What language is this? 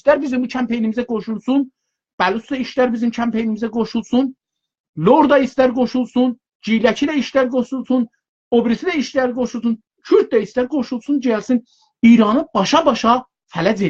South Azerbaijani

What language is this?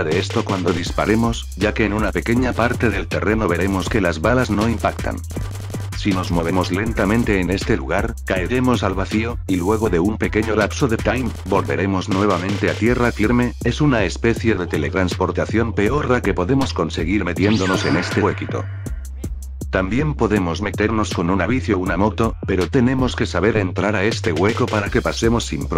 Spanish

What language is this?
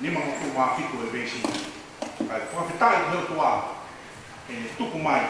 Tongan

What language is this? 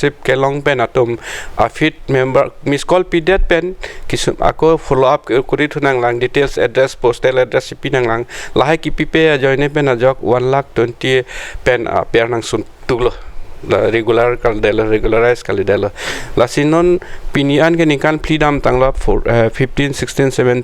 Karbi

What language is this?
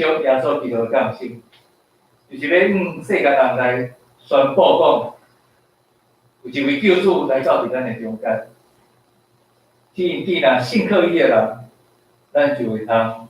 Min Nan Chinese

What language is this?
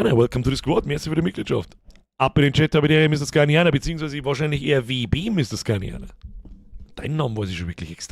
Bavarian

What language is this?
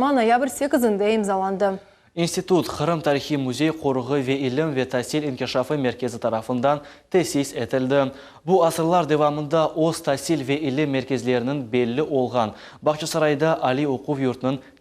Crimean Tatar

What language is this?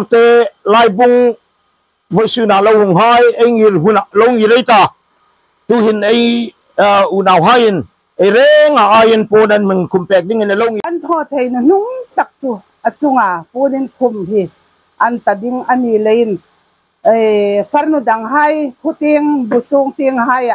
Hmar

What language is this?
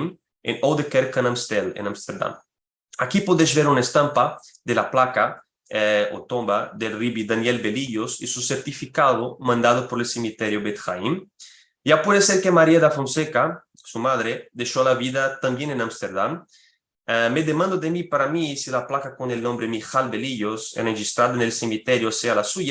Ladino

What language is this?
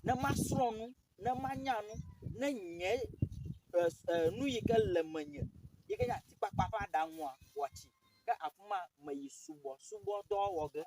Ewe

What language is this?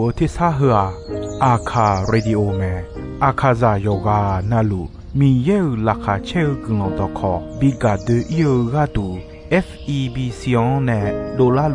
Akha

